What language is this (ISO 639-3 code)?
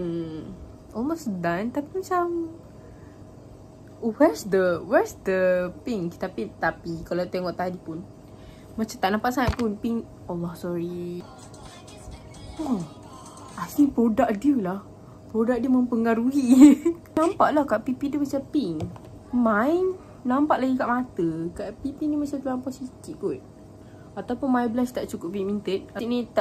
msa